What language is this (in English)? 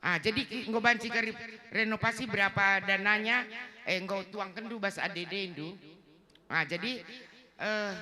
Batak Karo